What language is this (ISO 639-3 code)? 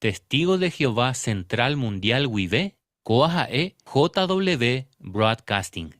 grn